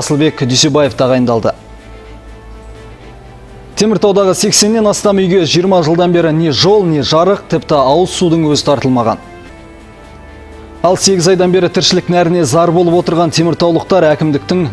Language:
Kazakh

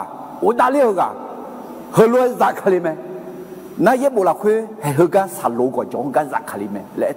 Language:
Akha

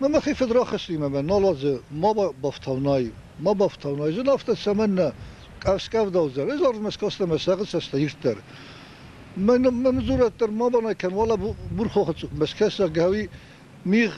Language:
Ossetic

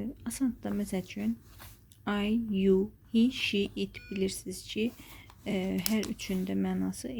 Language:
Azerbaijani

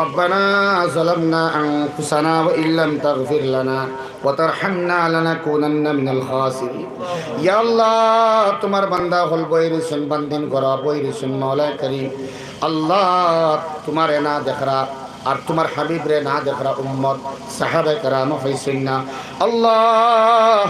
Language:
Sylheti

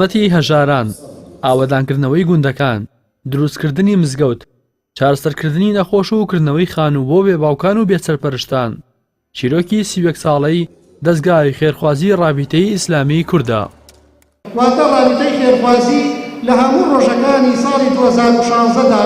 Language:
Central Kurdish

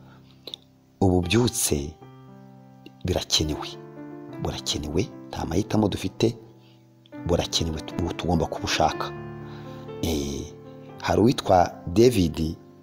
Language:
Kinyarwanda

